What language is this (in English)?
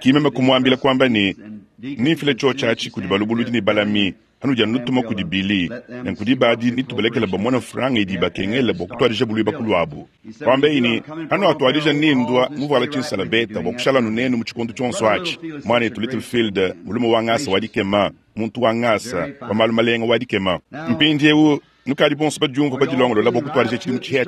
Luba-Lulua